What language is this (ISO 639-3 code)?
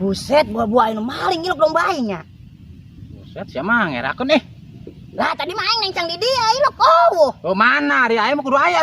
sun